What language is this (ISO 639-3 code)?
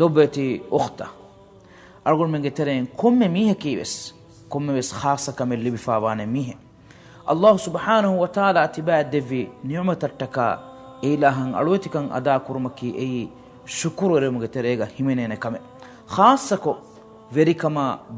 div